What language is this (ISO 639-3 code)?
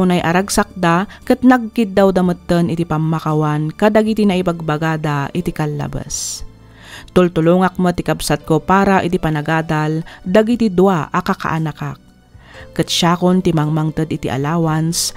ilo